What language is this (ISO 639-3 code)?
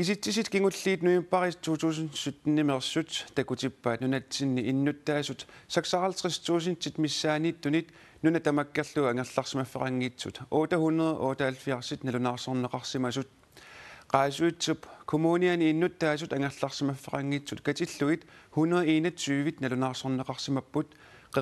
kal